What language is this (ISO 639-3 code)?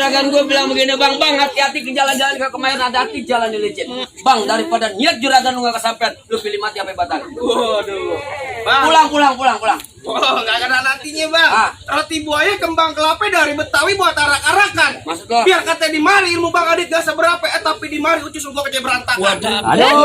bew